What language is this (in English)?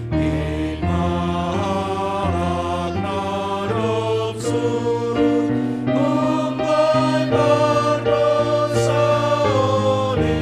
Batak Simalungun